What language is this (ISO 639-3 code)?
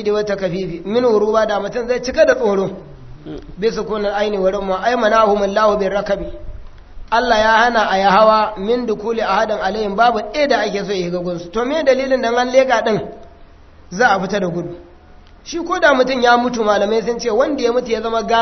hau